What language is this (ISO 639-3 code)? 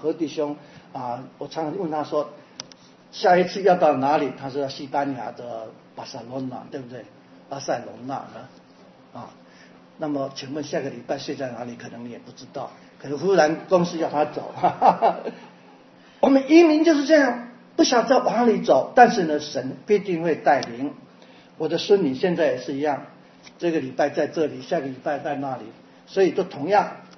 zho